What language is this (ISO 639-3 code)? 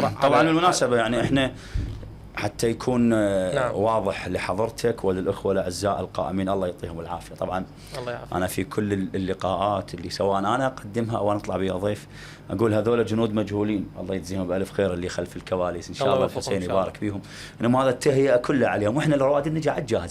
acm